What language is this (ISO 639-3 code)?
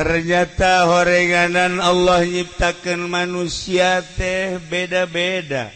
sun